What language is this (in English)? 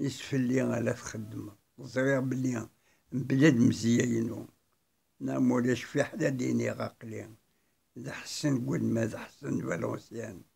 Kabyle